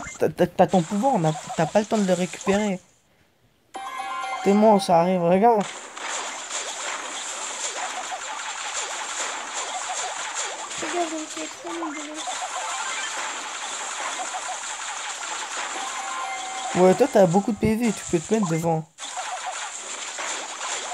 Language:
French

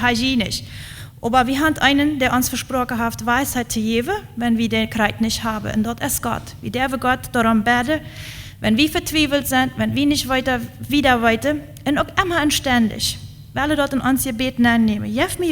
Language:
Plautdietsch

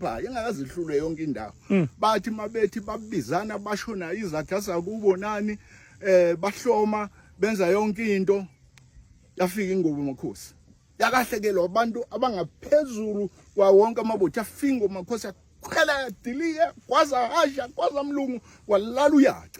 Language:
Zulu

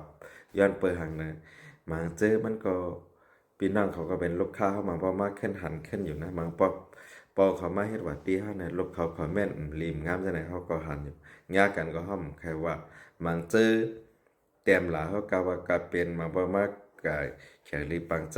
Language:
Shan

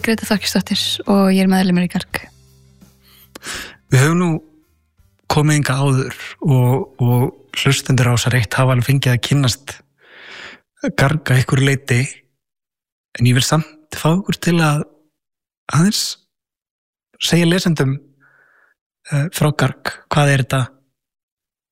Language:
Icelandic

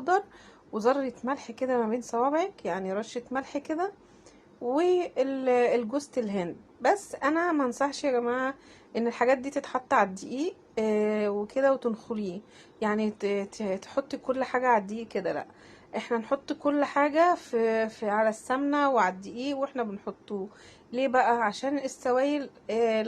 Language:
Egyptian Arabic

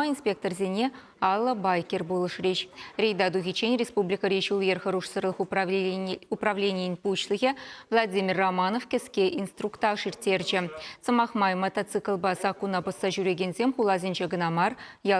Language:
Chuvash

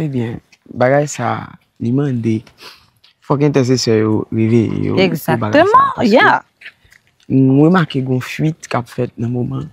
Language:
Haitian Creole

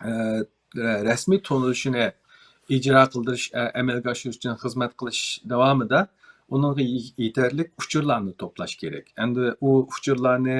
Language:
Uyghur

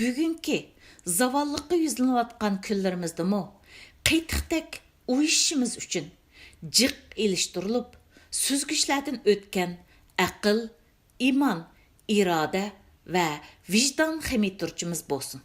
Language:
Uyghur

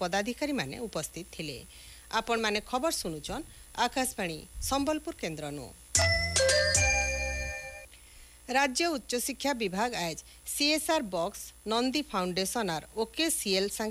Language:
Odia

